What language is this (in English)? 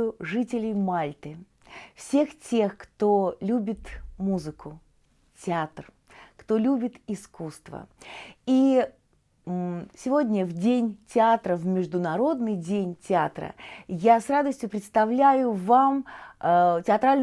Russian